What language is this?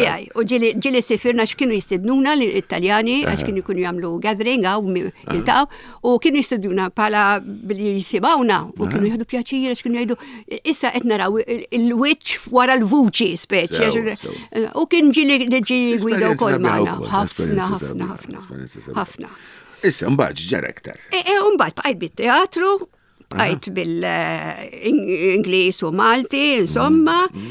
Maltese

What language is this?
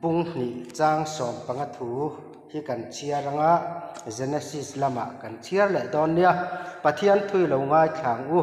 Mizo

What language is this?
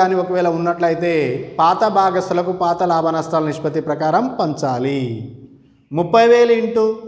Telugu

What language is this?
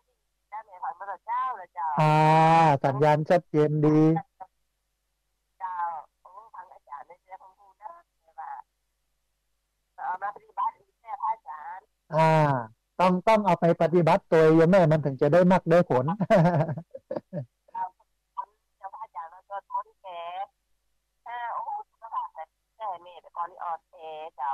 Thai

